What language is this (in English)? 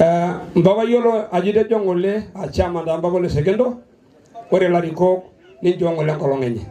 Masai